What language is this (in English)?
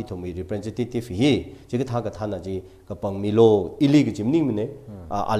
Tangkhul Naga (India)